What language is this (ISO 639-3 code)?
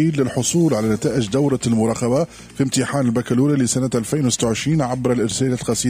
aeb